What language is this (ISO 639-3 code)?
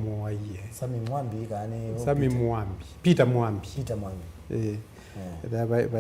kam